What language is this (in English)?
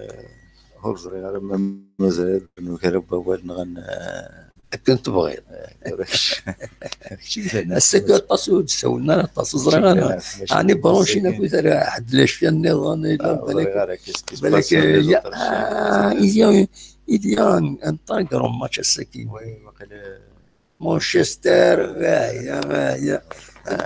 Kabyle